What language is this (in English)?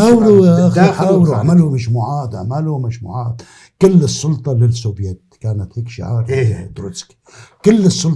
North Levantine Arabic